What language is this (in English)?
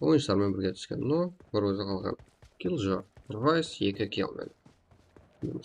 Kara-Kalpak